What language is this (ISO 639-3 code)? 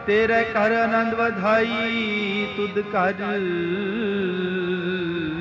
pan